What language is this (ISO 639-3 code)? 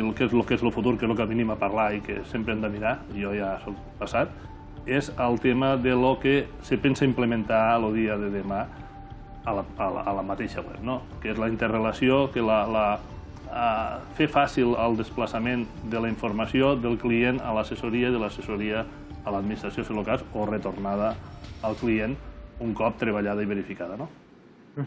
cat